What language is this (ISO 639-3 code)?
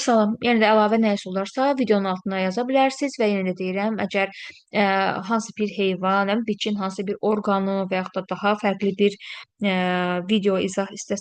aze